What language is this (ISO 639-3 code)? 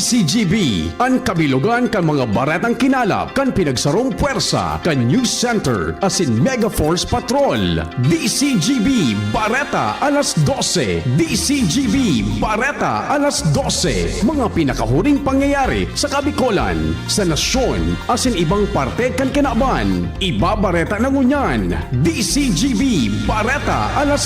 bik